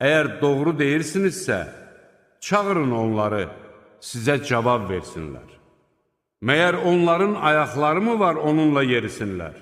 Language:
Azerbaijani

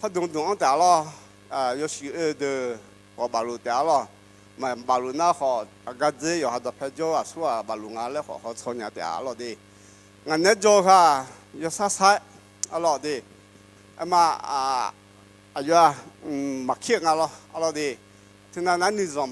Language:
Akha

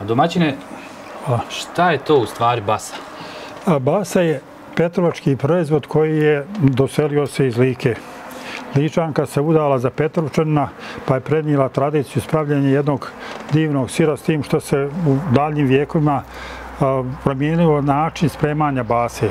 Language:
Bosnian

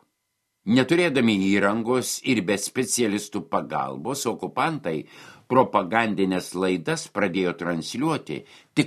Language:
Lithuanian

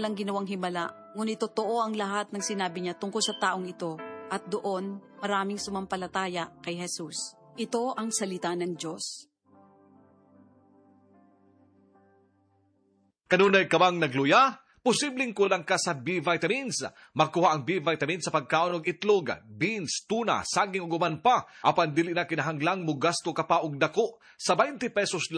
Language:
Cebuano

